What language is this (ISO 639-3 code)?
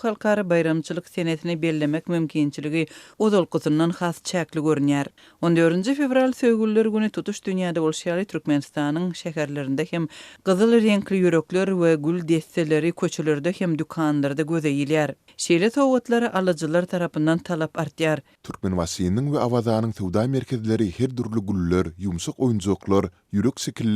tuk